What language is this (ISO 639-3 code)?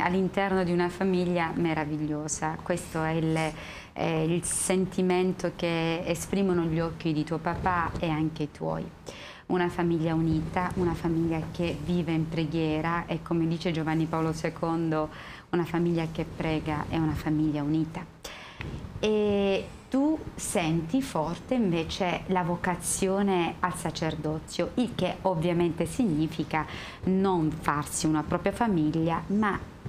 ita